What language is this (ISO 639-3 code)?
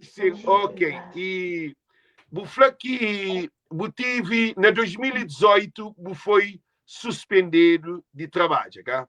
kea